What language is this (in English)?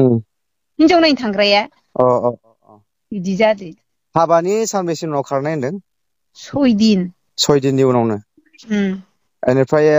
Bodo